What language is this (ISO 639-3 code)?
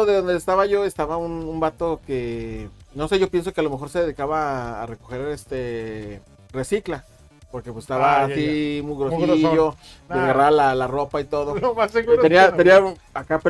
spa